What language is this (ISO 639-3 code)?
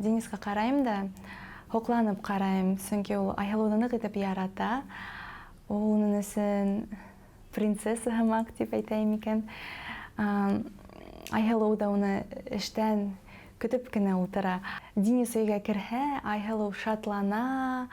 bak